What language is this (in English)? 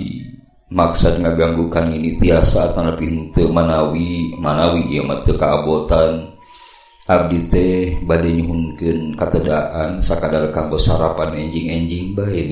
Sundanese